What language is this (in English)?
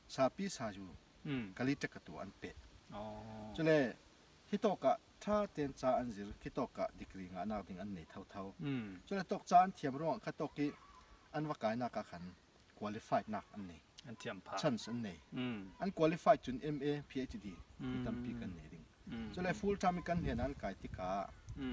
Falam Chin